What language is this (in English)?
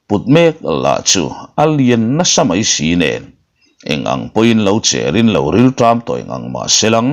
Mizo